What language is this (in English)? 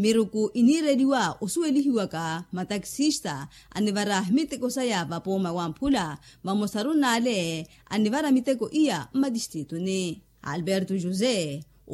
Makhuwa